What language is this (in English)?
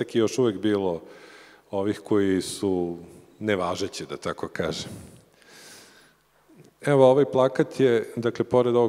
Serbian